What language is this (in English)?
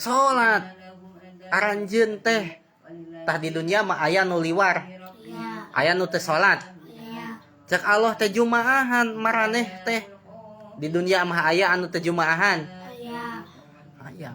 Sundanese